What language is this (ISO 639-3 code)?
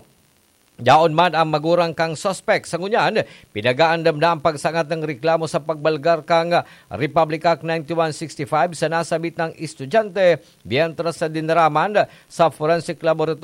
bik